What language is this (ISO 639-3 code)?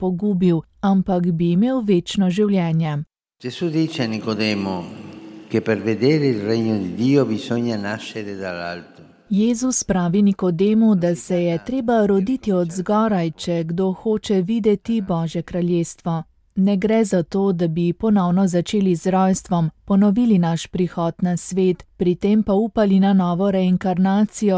slv